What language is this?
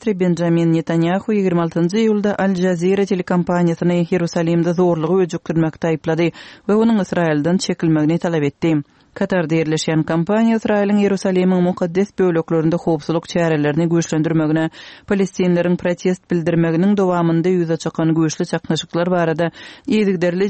Turkmen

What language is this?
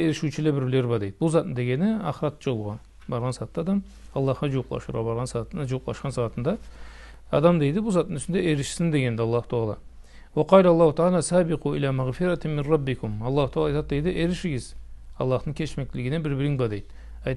Karachay-Balkar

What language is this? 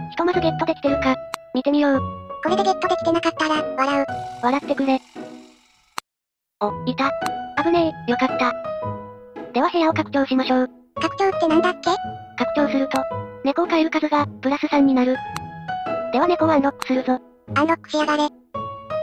Japanese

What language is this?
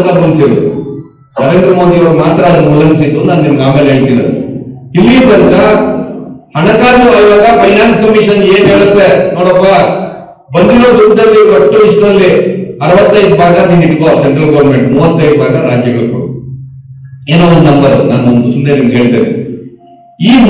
Kannada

